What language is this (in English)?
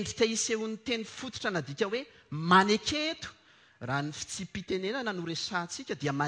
Malagasy